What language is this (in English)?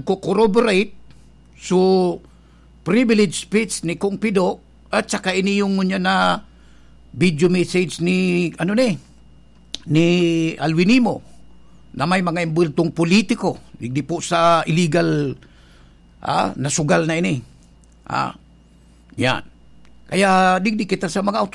Bikol